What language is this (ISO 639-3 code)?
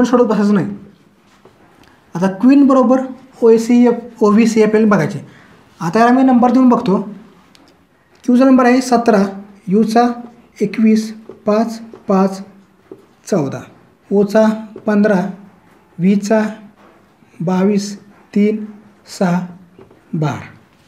mar